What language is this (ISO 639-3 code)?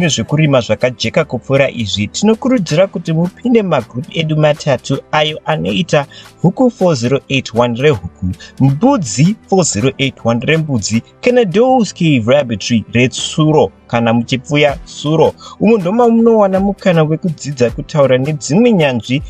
sna